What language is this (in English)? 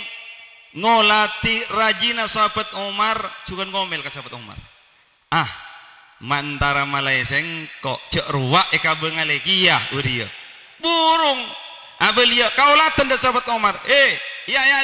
Madurese